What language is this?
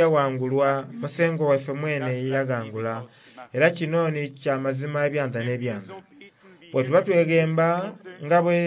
Soga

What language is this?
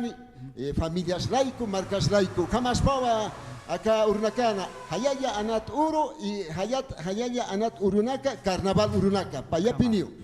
Aymara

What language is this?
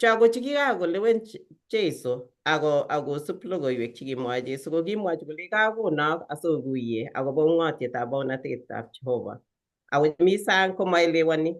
Kalenjin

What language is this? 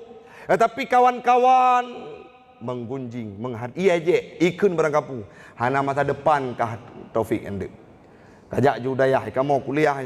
Achinese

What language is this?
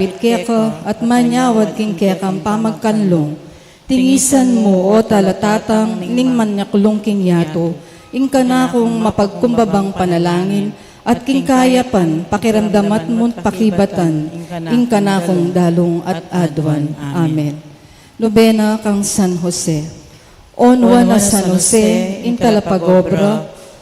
Pampanga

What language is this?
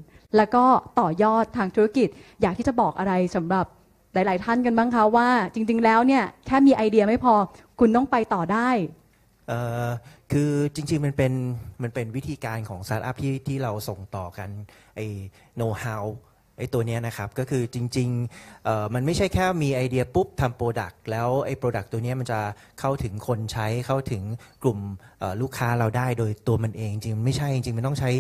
Thai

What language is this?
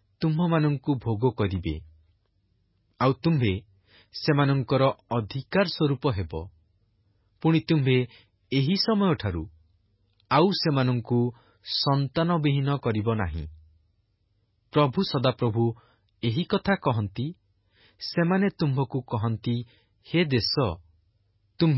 Odia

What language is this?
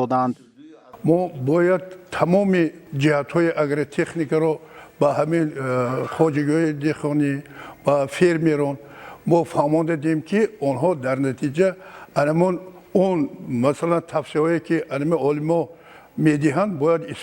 Tajik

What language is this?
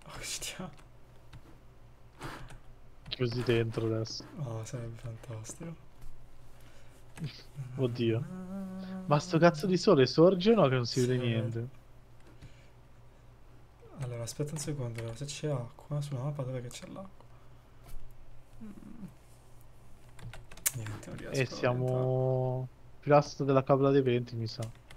Italian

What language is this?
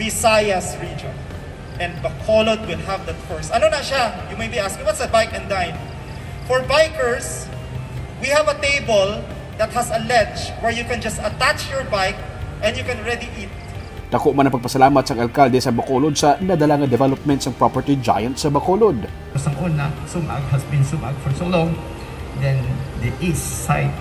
Hiligaynon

